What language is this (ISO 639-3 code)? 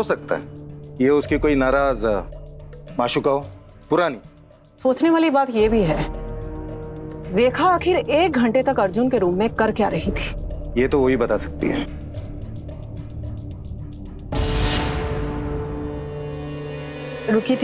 hin